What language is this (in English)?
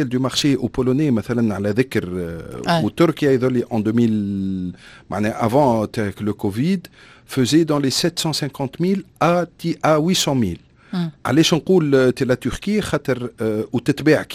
Tunisian Arabic